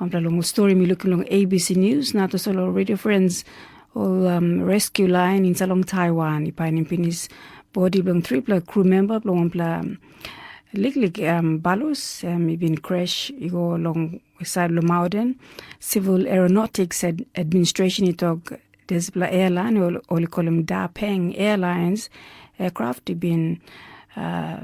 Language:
Tok Pisin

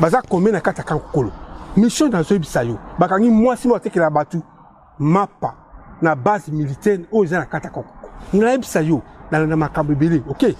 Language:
Lingala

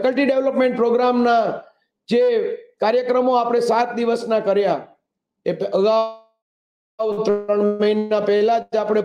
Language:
Gujarati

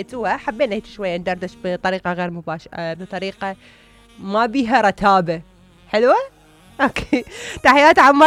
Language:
Mesopotamian Arabic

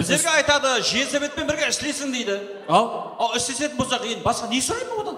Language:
Kara-Kalpak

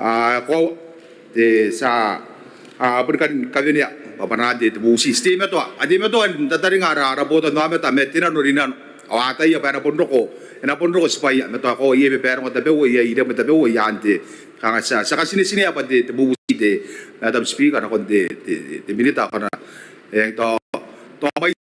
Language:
Gilbertese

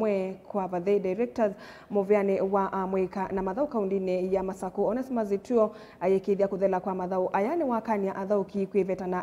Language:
Kamba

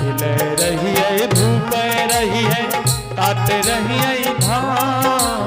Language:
Angika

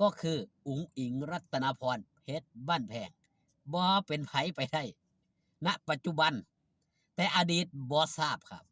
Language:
Northeastern Thai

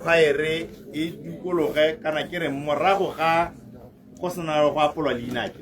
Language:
Tswana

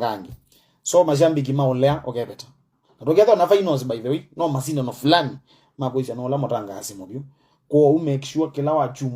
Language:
Kamba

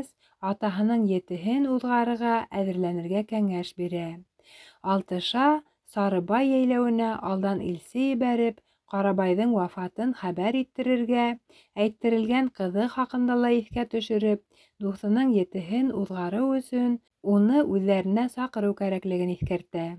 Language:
Bashkir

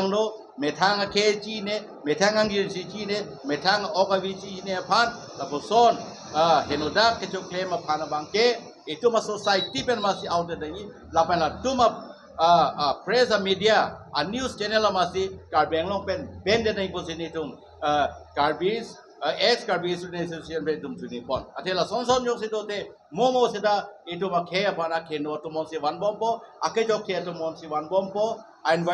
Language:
Karbi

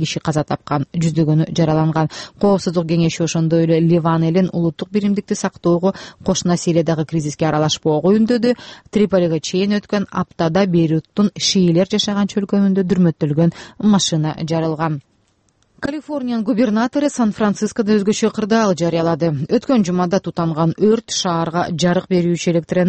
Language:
Kyrgyz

